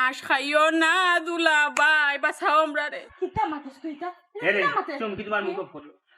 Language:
Sylheti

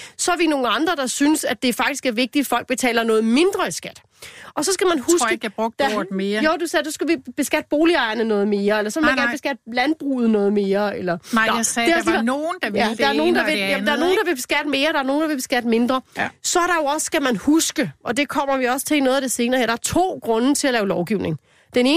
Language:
Danish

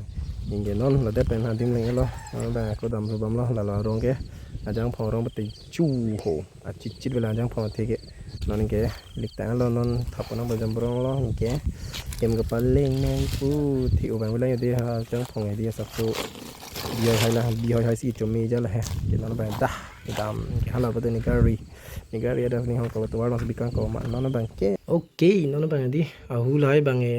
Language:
Karbi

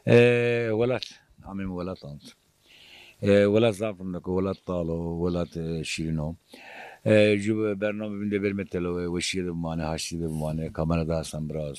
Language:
Zaza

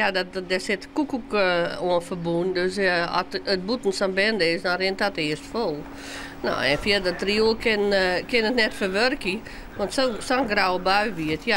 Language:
Western Frisian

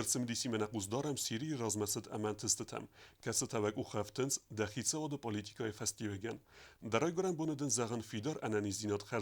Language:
Ossetic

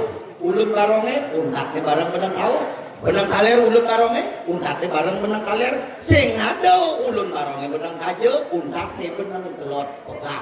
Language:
Balinese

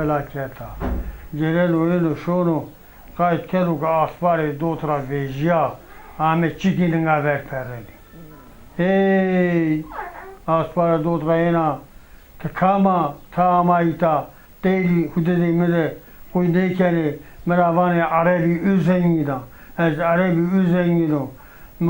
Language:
Zaza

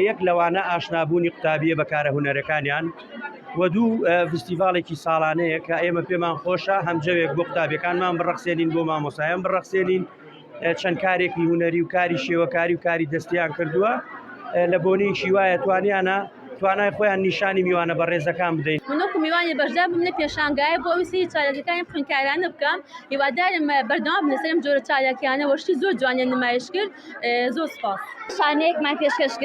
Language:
Central Kurdish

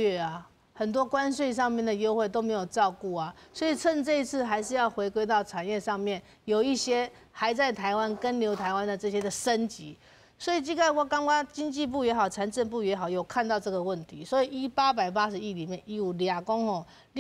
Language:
Min Nan Chinese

